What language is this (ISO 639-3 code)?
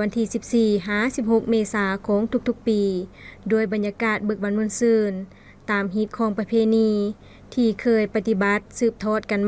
lao